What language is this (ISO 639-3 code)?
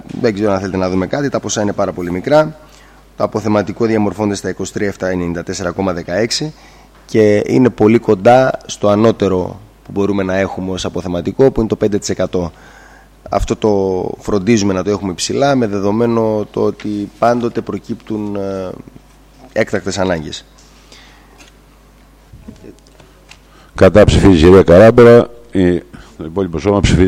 ell